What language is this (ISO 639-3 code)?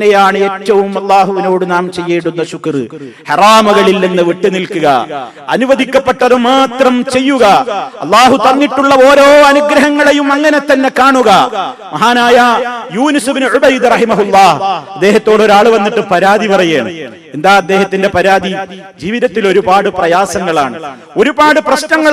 mal